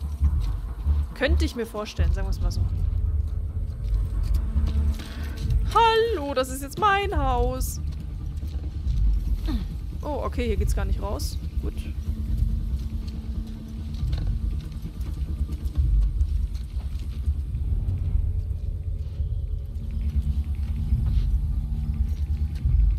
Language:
German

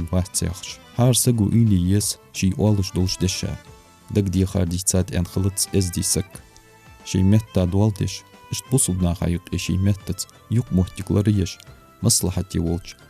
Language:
Ingush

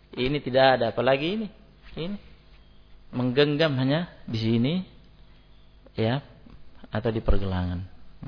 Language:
Indonesian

